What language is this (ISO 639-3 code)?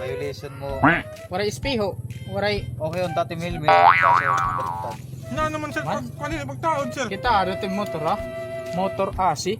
war